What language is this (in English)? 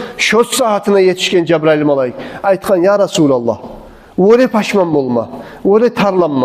Kumyk